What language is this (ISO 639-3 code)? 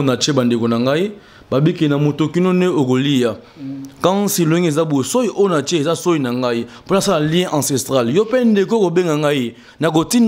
lin